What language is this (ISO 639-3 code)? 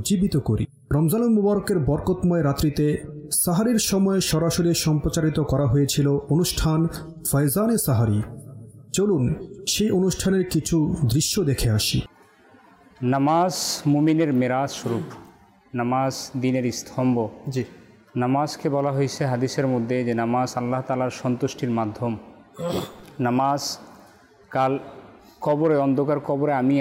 ben